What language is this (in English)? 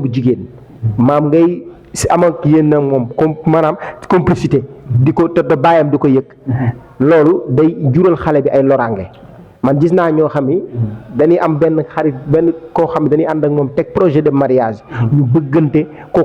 Wolof